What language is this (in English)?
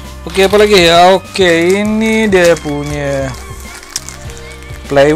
Malay